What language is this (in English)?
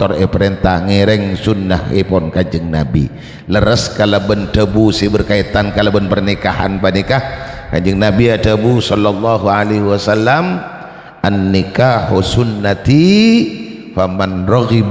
Madurese